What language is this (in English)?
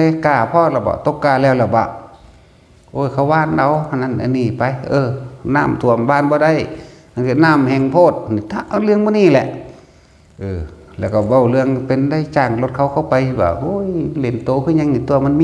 Northeastern Thai